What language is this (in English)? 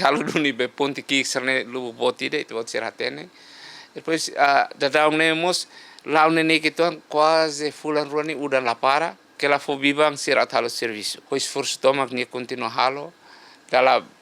Tetum